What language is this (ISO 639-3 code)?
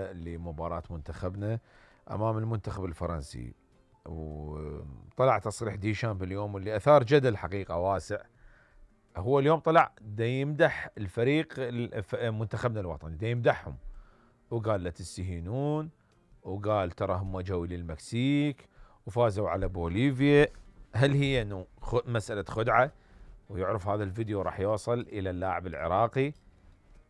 acm